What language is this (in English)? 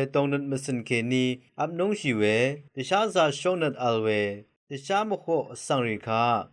Rawang